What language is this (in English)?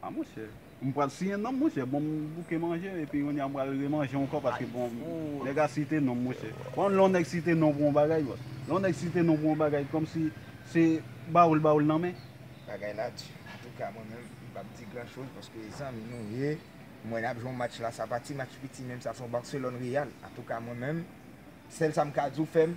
Haitian Creole